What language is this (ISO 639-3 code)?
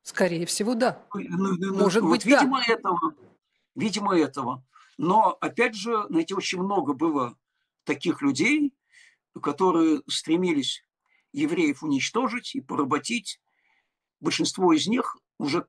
rus